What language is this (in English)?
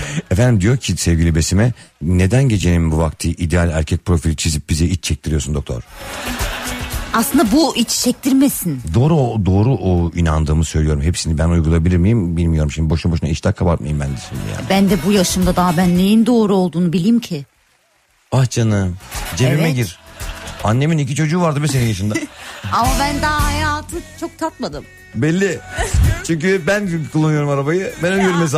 Turkish